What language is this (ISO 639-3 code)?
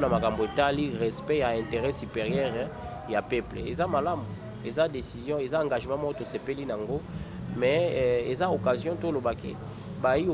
lin